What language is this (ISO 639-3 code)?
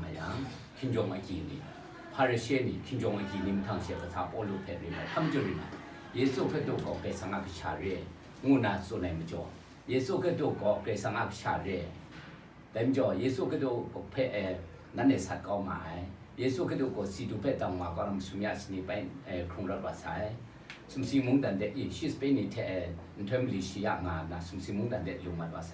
kac